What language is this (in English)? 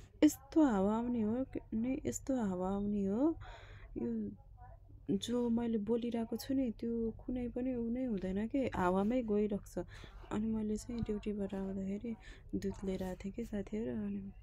Nepali